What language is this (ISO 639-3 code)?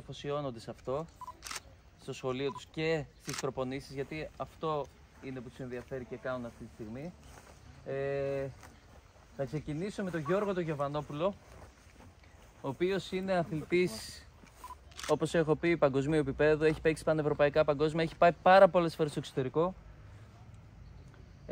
ell